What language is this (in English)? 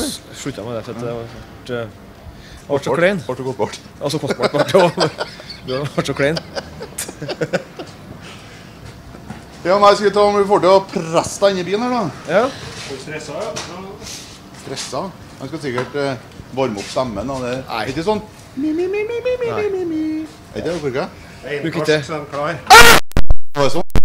Norwegian